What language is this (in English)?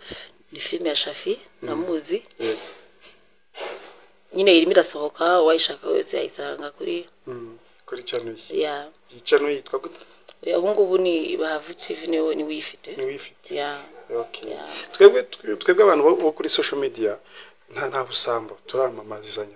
Kinyarwanda